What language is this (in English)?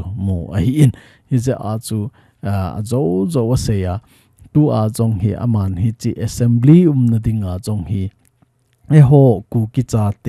Thado Chin